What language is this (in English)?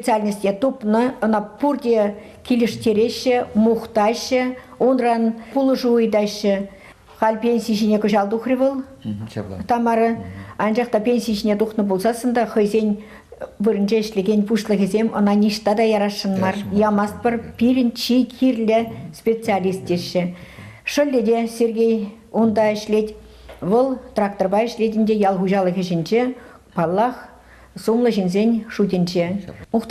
Chuvash